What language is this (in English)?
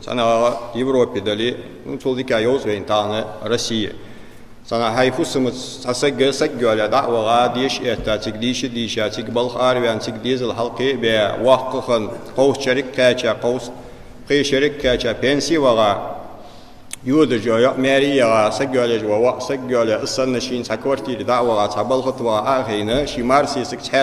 Ingush